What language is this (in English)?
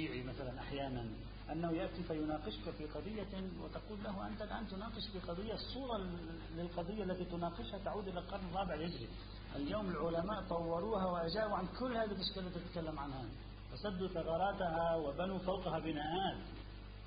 Arabic